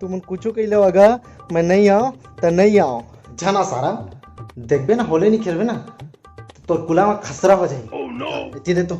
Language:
Chhattisgarhi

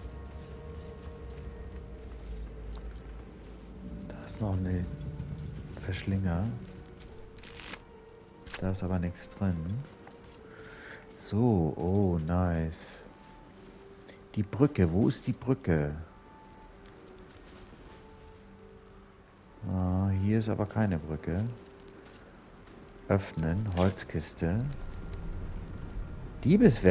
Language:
German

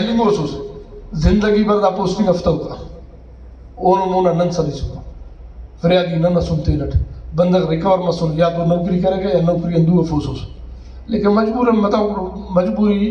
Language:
Brahui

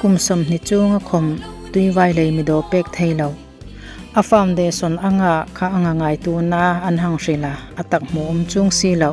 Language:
Hmar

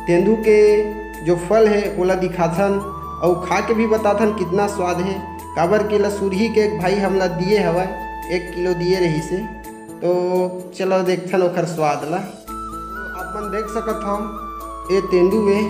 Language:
Chhattisgarhi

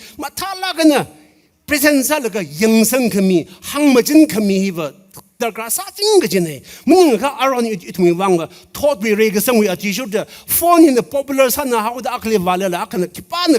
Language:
Tangkhul Naga (India)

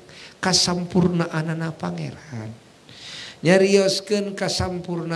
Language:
Sundanese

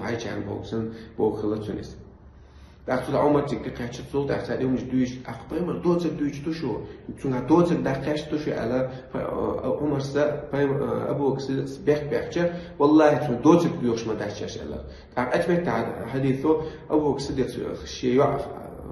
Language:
Chechen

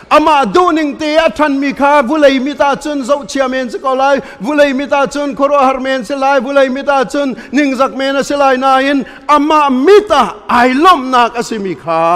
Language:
Hakha Chin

